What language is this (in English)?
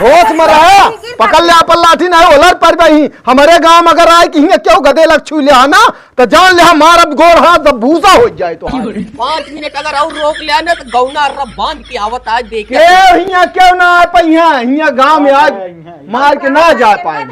Awadhi